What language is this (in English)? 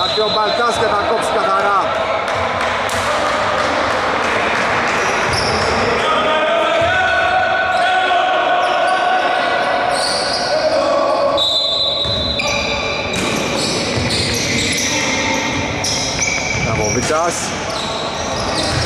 Greek